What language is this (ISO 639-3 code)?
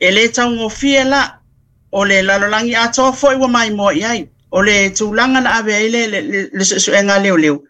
smo